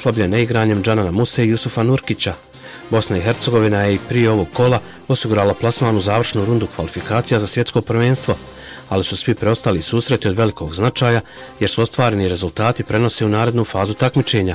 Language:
Bosnian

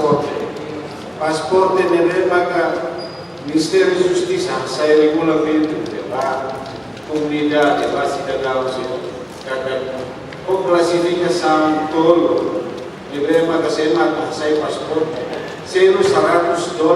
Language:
Tetum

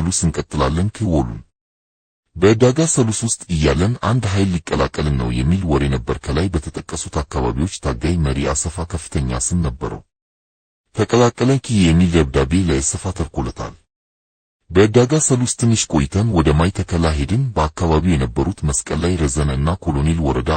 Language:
Amharic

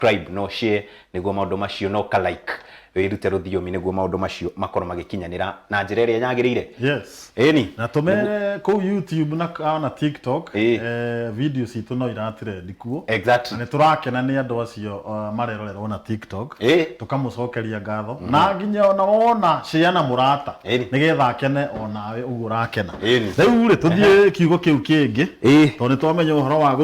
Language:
Kikuyu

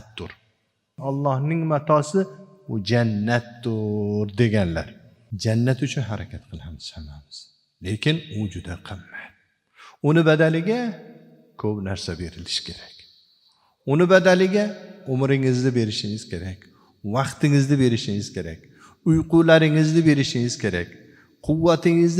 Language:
Uzbek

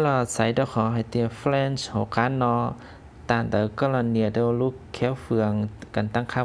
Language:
Hmong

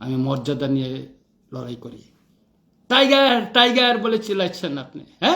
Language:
Kok Borok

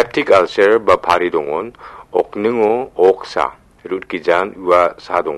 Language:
Garo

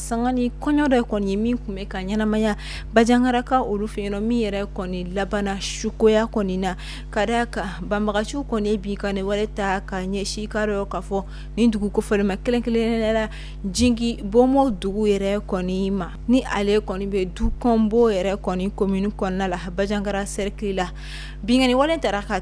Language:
Bambara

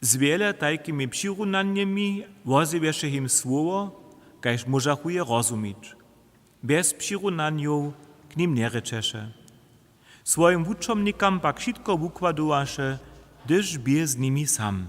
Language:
Upper Sorbian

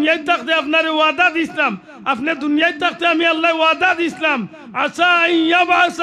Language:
Sylheti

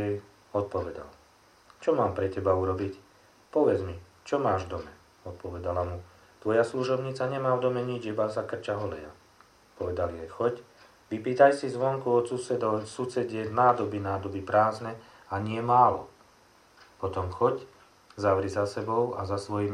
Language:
Slovak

